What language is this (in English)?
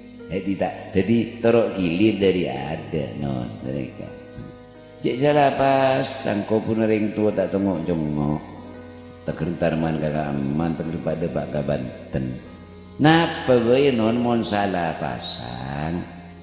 Madurese